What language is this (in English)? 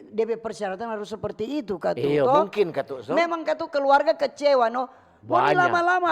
Manado Malay